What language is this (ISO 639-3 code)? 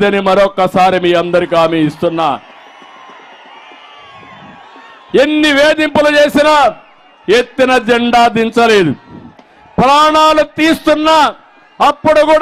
tel